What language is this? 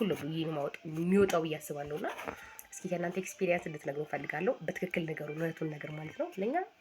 Amharic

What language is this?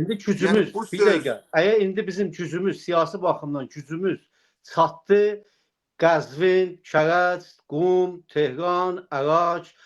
South Azerbaijani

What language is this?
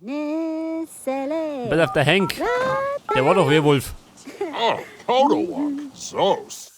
Bavarian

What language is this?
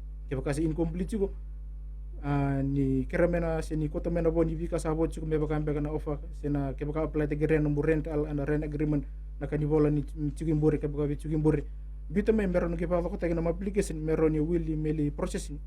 Fijian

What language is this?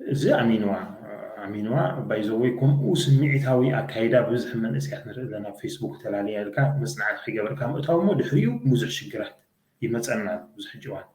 Tigrinya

